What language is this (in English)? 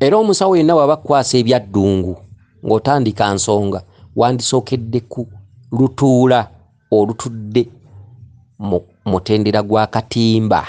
Ganda